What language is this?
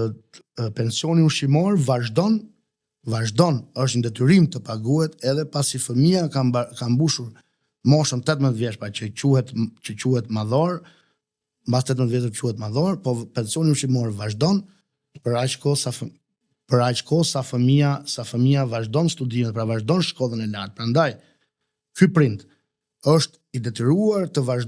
Albanian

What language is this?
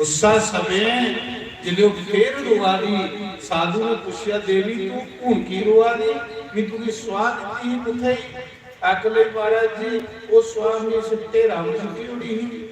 Dogri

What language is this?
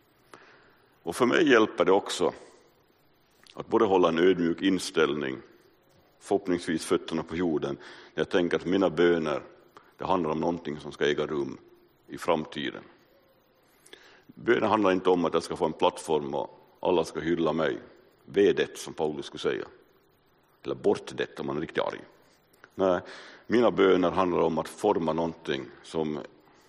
Swedish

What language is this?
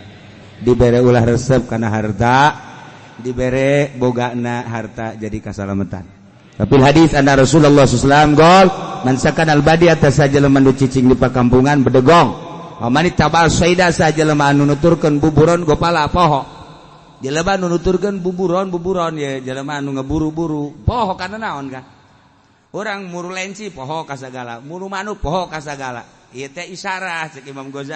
Sundanese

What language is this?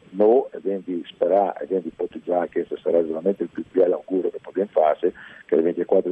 Friulian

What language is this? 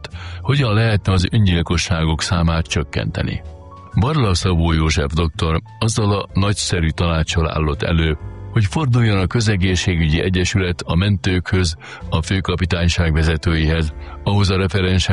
Hungarian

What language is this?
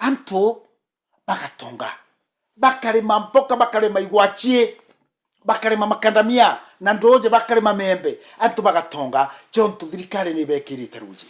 Meru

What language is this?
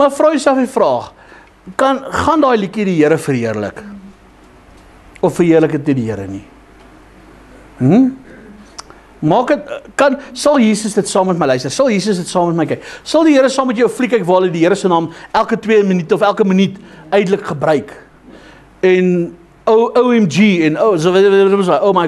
Afrikaans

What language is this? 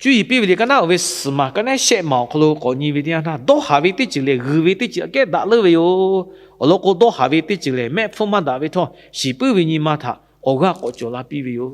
Lahu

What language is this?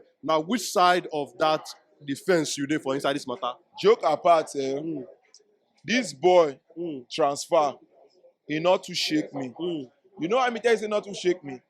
Nigerian Pidgin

